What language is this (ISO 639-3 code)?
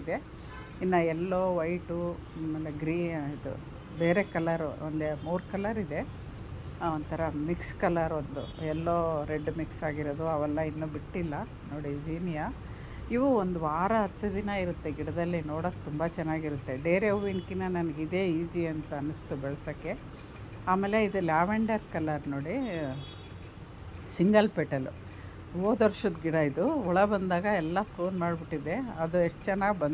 kan